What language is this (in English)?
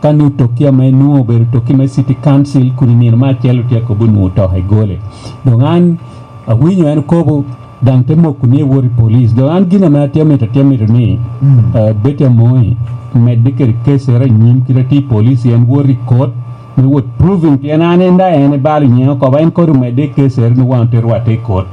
Lango (Uganda)